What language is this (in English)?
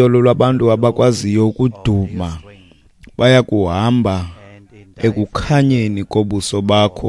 Xhosa